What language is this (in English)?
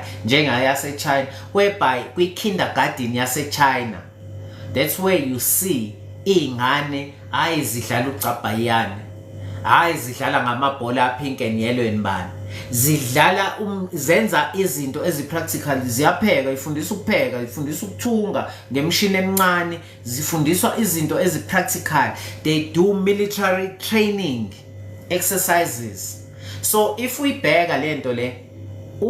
Zulu